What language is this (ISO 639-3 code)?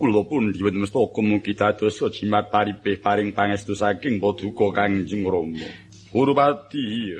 jav